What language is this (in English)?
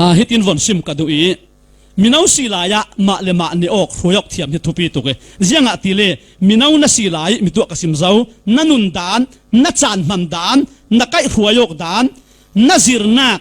Falam Chin